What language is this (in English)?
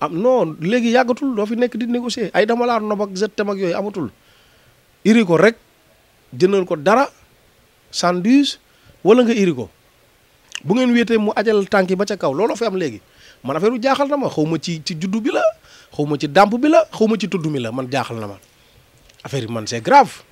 Wolof